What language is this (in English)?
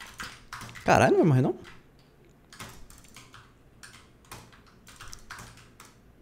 Portuguese